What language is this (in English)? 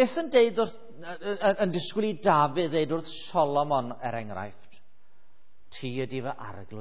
Welsh